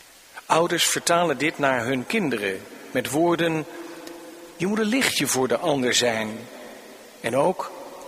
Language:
Dutch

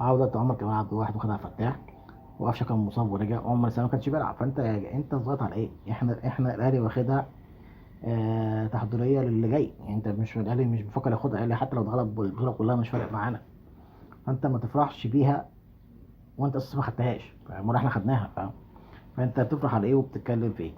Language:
Egyptian Arabic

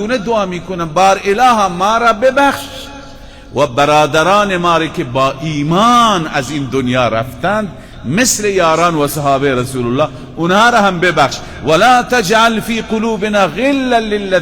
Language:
Persian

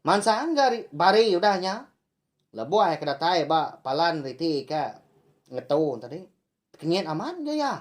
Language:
Iban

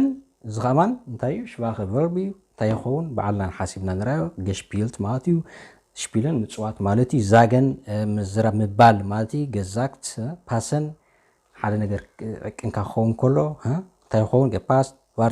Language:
Tigrinya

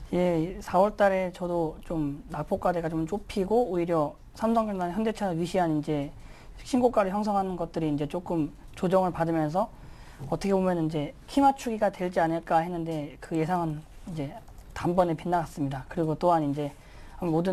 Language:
Korean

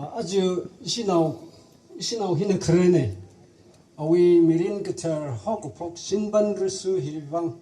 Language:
Tangkhul Naga (India)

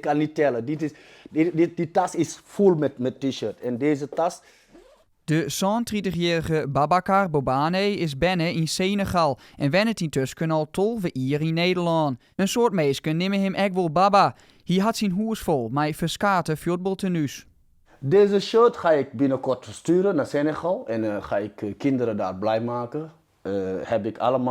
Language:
Western Frisian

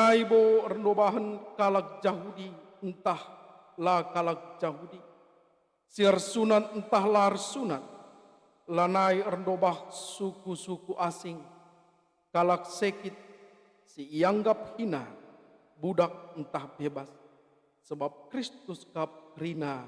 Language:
Batak Karo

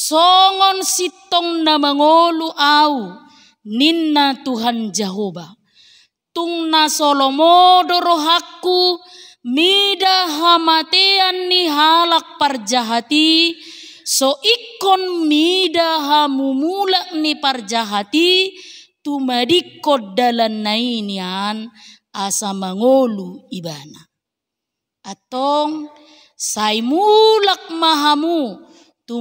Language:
Batak Toba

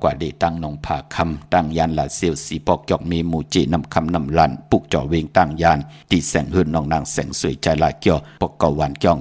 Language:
Shan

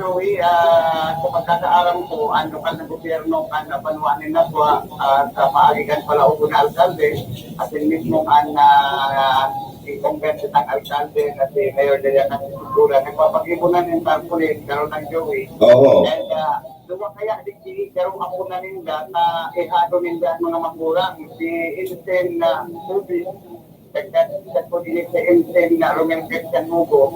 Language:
Bikol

